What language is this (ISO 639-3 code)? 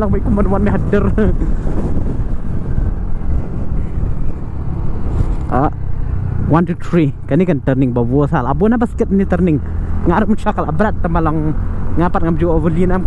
kha